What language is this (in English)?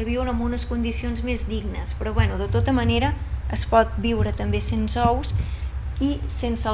Catalan